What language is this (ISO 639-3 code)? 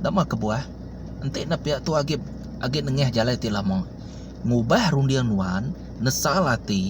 iba